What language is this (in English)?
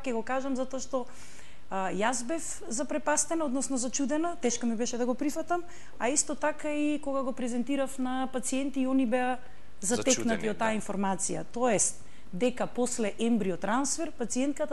Macedonian